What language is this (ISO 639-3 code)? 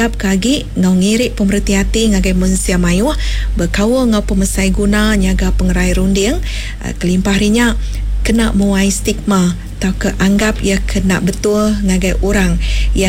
iba